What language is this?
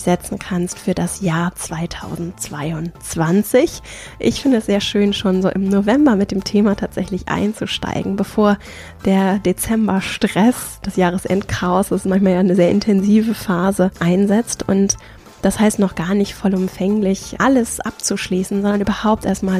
German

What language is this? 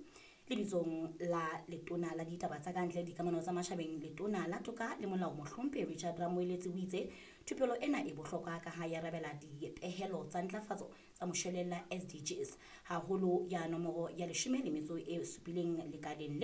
Southern Sotho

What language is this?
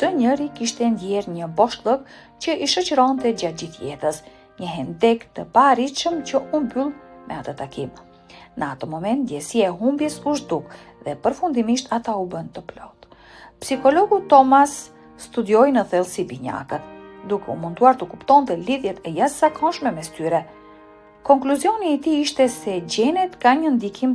Albanian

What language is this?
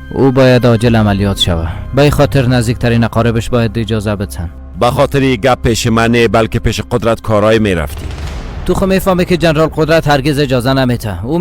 Persian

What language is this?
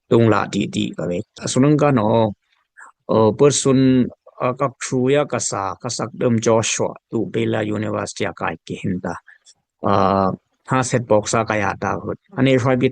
Dimasa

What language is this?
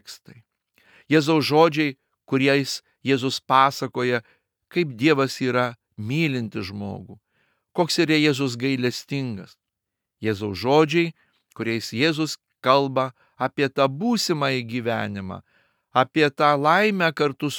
Lithuanian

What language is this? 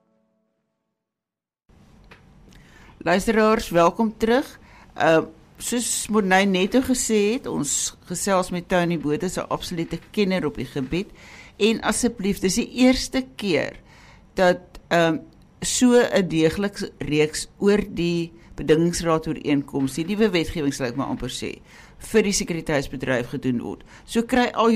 Afrikaans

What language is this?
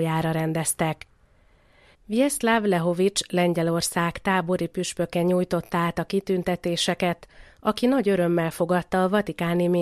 Hungarian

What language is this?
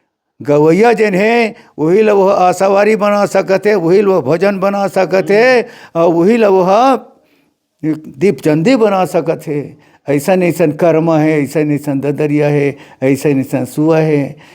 Chhattisgarhi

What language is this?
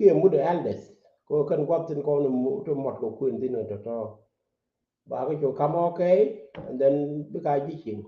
Nuer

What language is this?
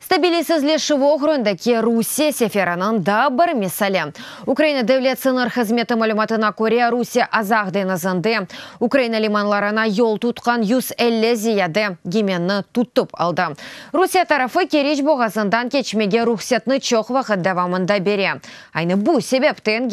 Crimean Tatar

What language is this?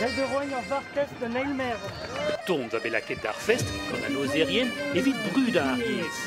Breton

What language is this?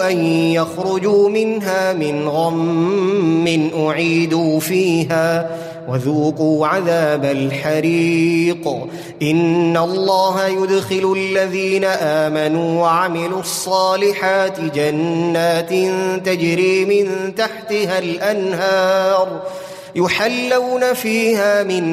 Arabic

